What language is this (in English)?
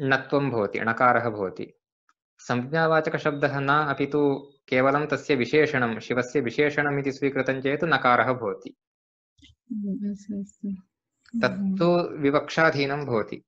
Sanskrit